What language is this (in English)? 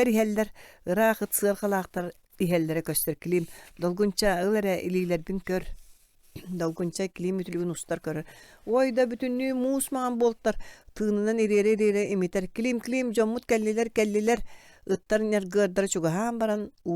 Yakut